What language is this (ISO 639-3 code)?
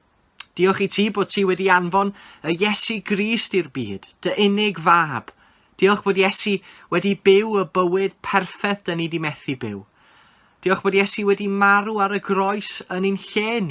cym